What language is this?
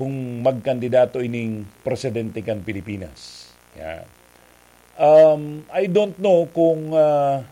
Bikol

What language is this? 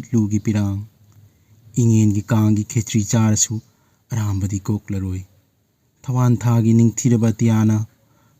Manipuri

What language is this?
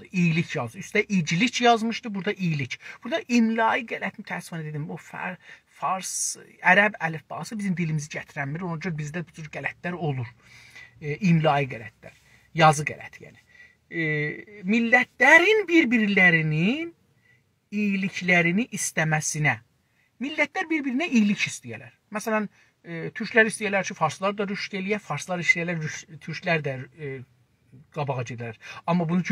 South Azerbaijani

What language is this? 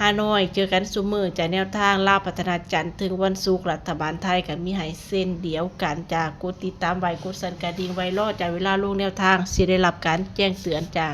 Northeastern Thai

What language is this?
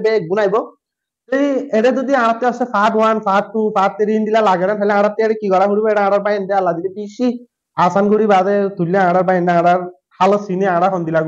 Rohingya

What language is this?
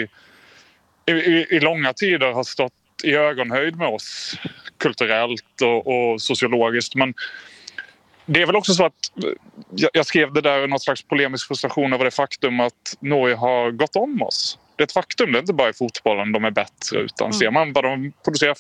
Swedish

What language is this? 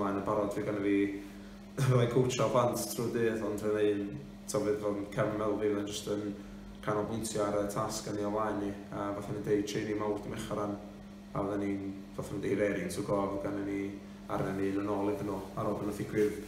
Welsh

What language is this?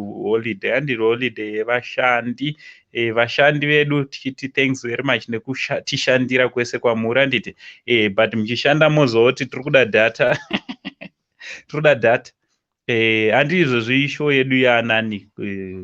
Shona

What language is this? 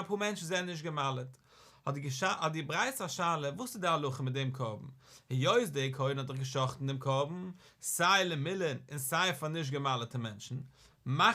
Yiddish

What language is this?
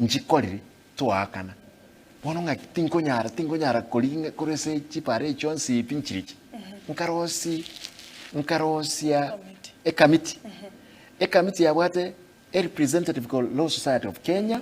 Gusii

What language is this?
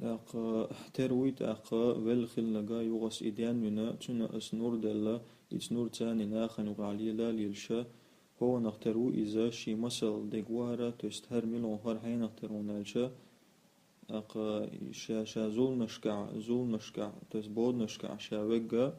Chechen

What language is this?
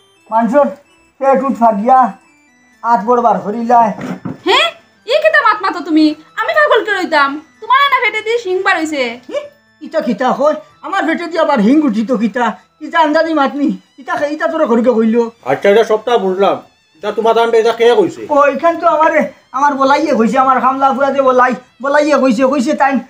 Sylheti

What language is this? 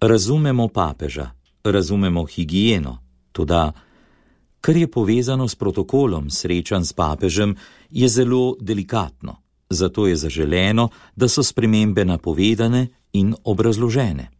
Slovenian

